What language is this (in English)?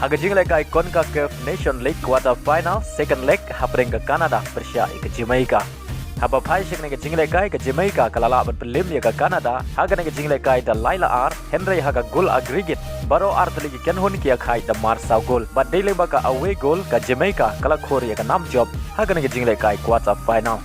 Khasi